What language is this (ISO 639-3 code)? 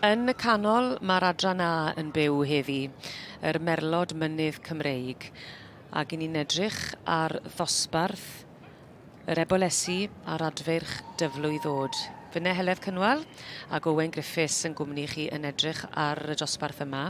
cym